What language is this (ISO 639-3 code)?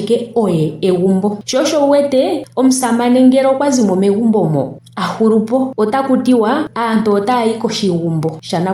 ndo